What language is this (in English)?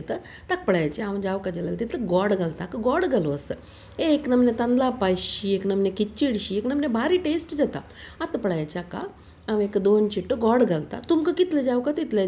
Konkani